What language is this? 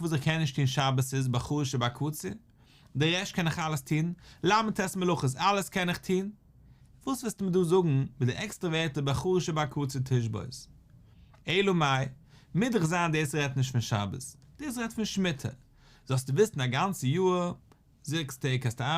Yiddish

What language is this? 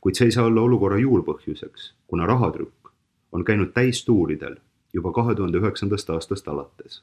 Estonian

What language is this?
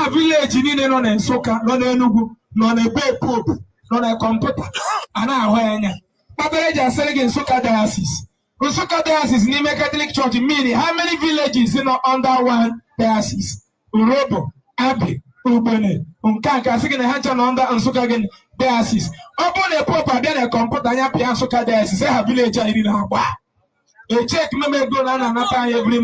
Igbo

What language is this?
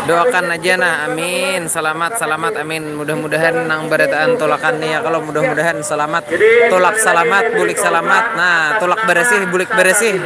Banjar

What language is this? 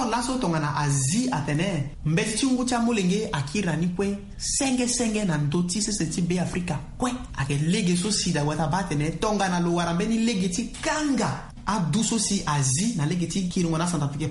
Sango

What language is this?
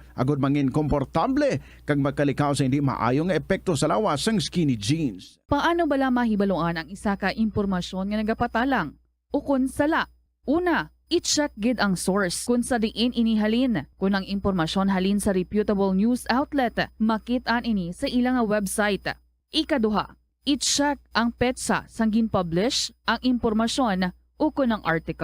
Hiligaynon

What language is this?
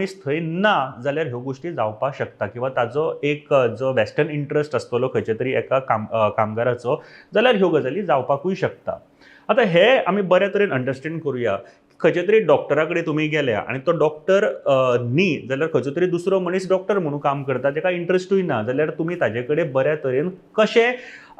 Konkani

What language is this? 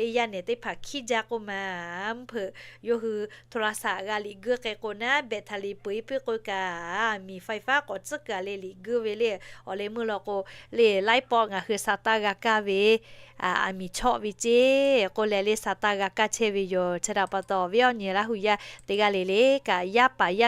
Lahu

